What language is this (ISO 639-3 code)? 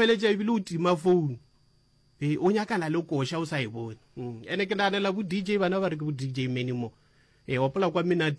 nso